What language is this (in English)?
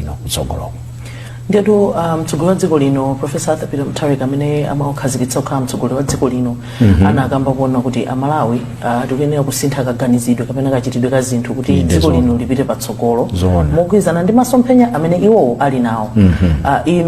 Nyanja